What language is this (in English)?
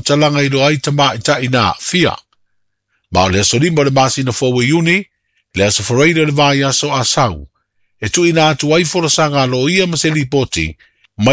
Samoan